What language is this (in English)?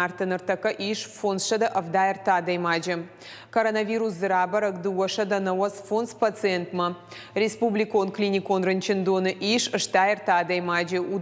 Ossetic